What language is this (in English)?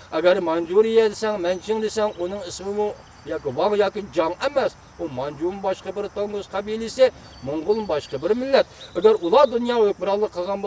Uyghur